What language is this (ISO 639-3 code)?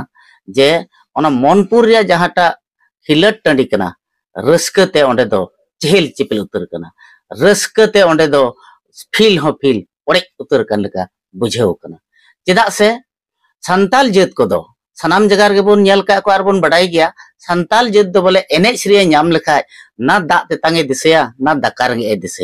sat